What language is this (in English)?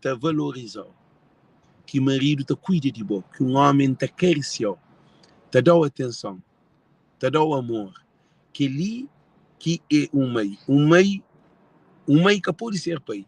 Kabuverdianu